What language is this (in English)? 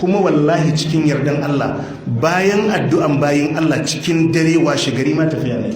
Hausa